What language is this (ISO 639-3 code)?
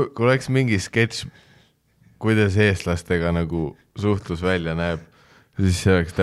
est